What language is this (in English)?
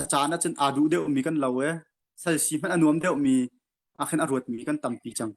Hakha Chin